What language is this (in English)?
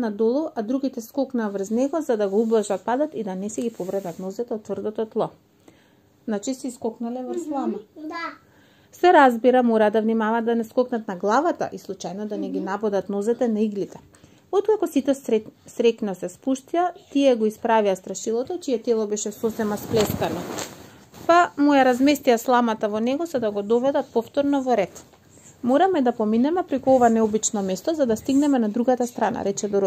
Macedonian